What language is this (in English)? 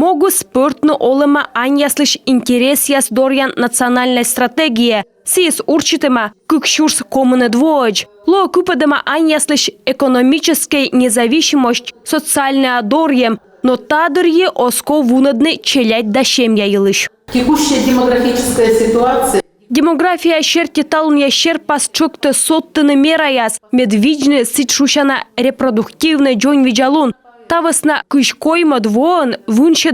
Komi